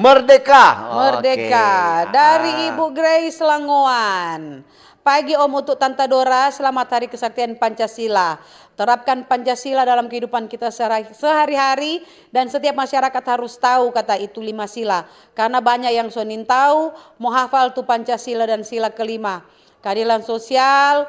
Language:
Manado Malay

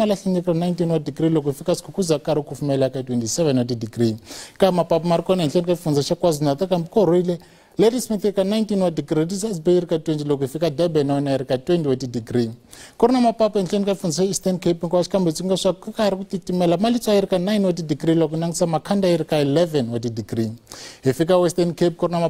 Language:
Tsonga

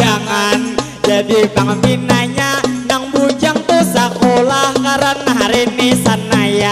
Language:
Banjar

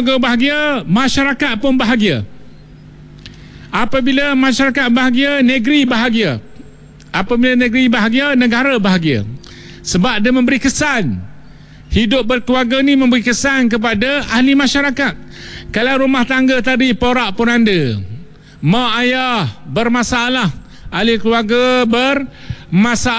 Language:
Malay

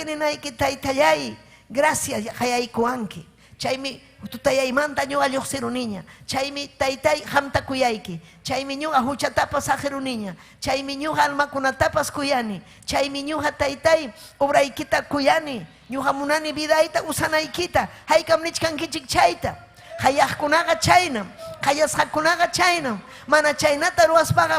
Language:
Ayacucho Quechua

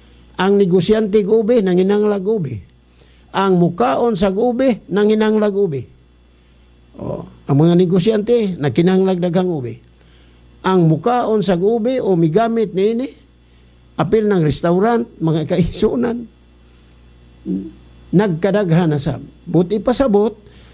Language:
Cebuano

